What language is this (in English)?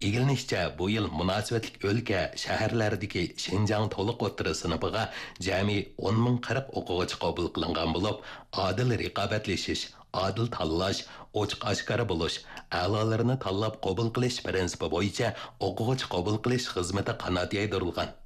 Uyghur